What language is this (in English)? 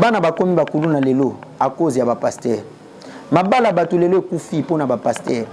Lingala